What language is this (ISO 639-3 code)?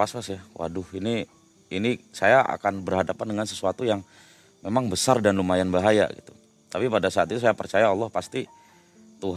ind